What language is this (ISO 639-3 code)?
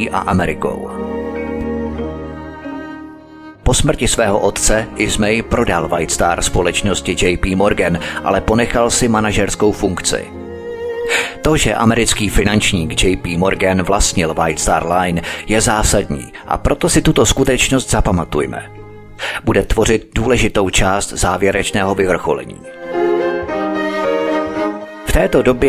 ces